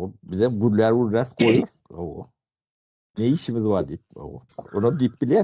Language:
Turkmen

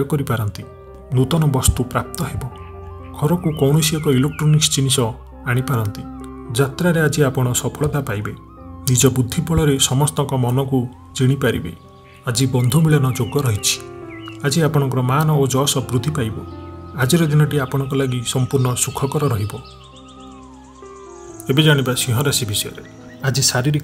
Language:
Odia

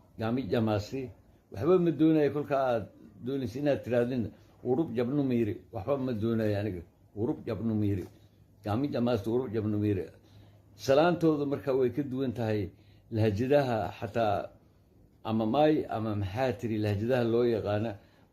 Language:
Somali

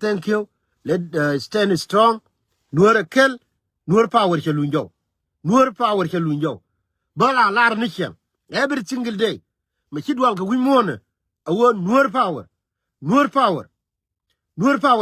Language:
Nuer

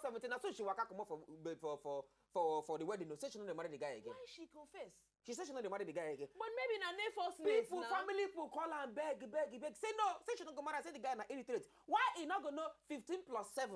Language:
Nigerian Pidgin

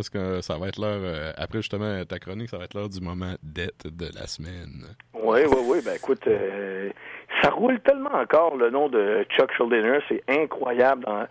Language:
French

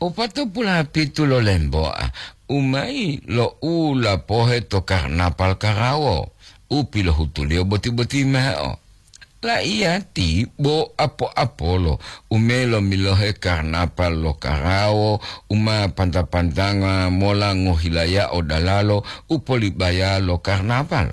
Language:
Gorontalo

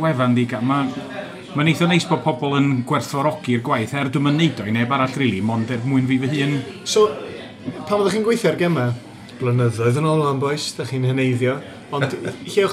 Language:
Welsh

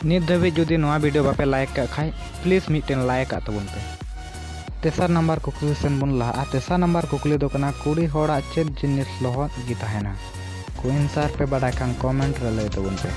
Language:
Santali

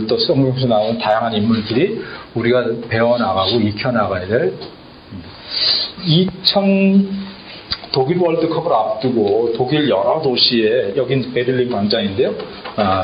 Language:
Korean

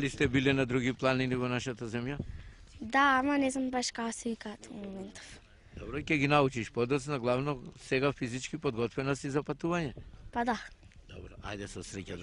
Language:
Macedonian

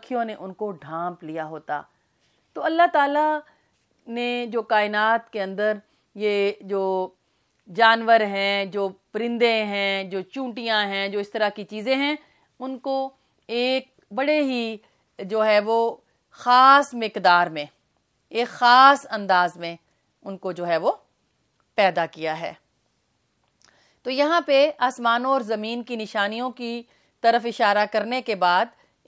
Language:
Urdu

